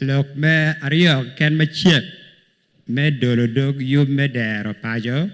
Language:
Acoli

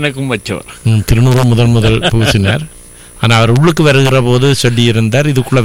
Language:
Tamil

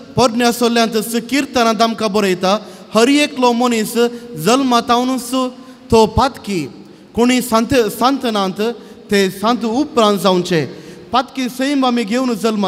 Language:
Konkani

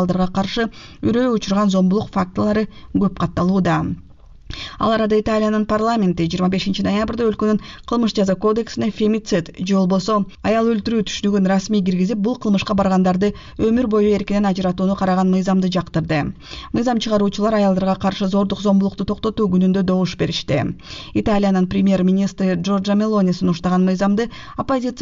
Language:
Kyrgyz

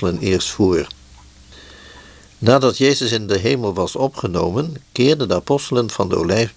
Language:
Dutch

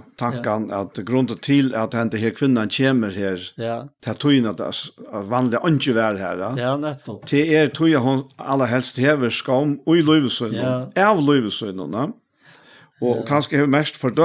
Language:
Faroese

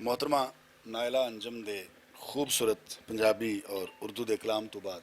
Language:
Western Panjabi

